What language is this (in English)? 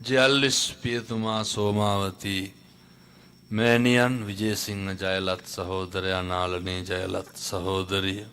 Sinhala